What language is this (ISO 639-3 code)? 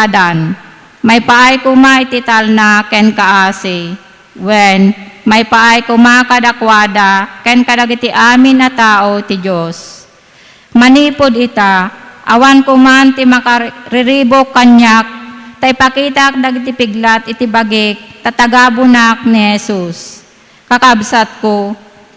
ilo